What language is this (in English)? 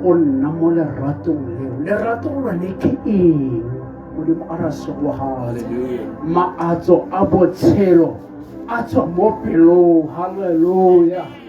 Tswana